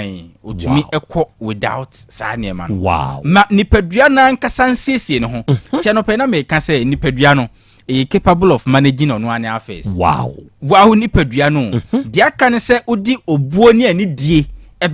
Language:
Akan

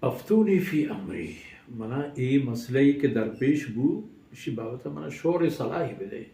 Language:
Baluchi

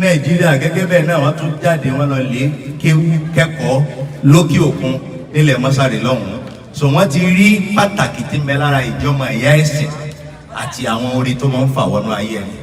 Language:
Yoruba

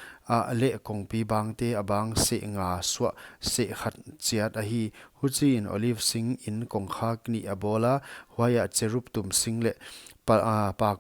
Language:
Paite Chin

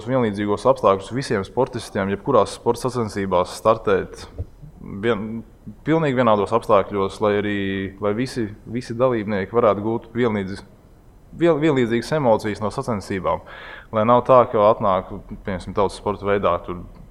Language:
Latvian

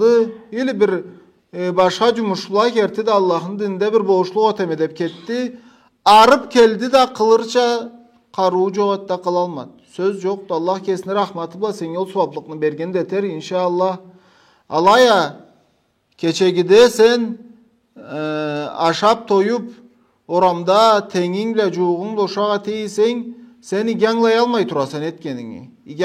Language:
Karachay-Balkar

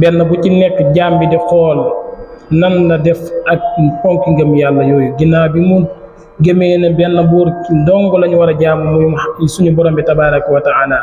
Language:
Wolof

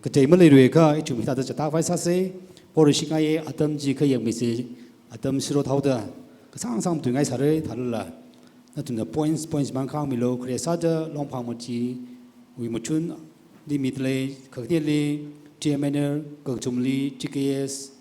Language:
Tangkhul Naga (India)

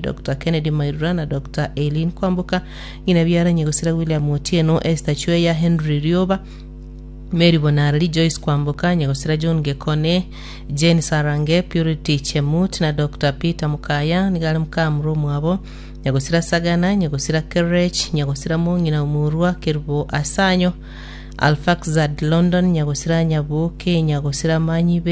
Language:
Gusii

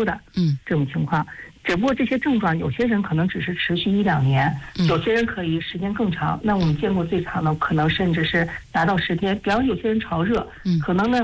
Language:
Chinese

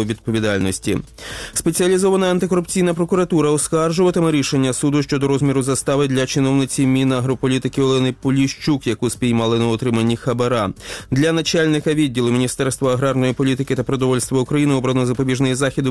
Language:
Ukrainian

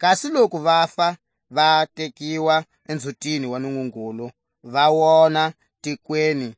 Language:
Tswa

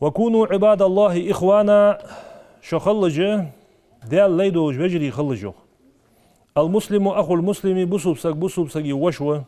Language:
Ingush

